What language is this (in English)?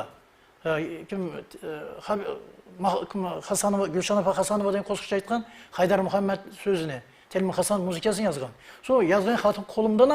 Kara-Kalpak